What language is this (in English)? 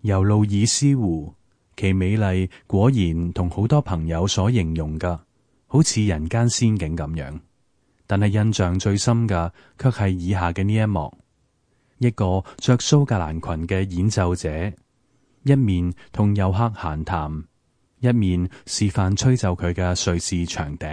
Cantonese